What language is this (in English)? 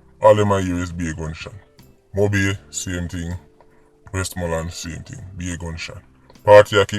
Jamaican Creole English